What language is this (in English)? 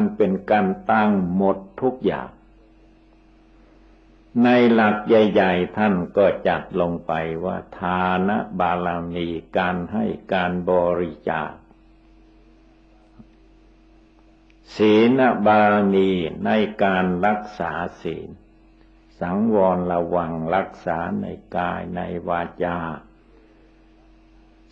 Thai